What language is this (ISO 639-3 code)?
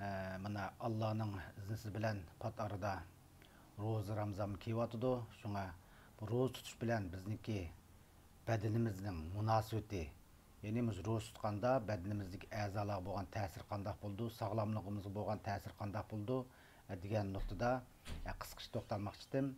uig